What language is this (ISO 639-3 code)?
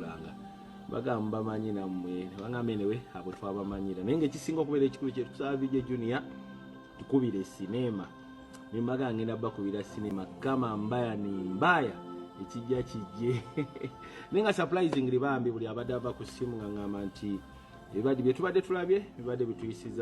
lug